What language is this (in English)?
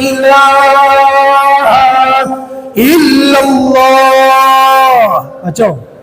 Minangkabau